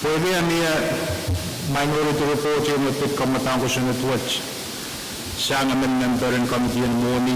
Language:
Pohnpeian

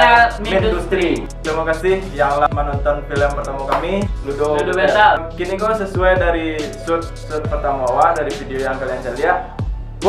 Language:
Minangkabau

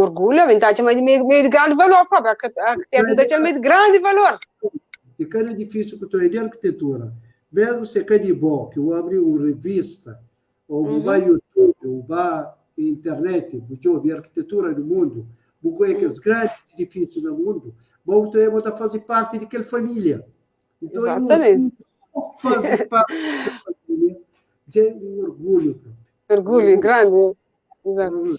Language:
Kabuverdianu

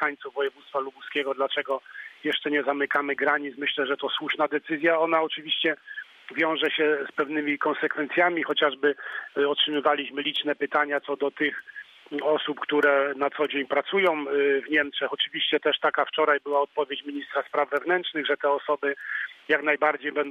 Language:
Polish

